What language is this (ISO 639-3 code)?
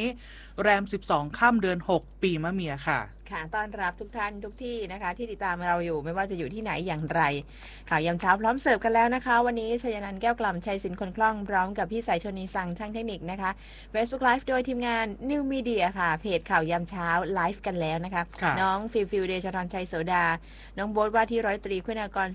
tha